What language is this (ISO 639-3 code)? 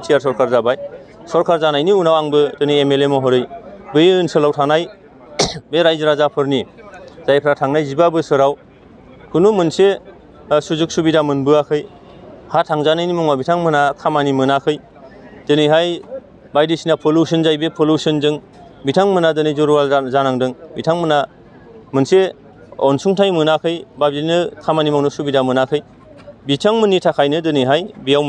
brx